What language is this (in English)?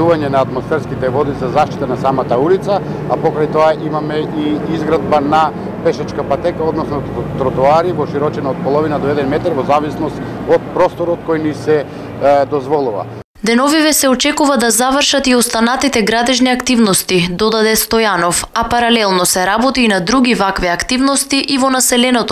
Macedonian